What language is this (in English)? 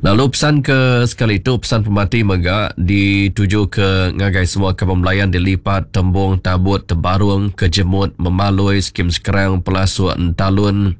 Iban